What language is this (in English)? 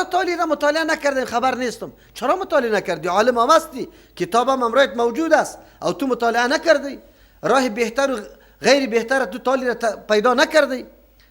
Persian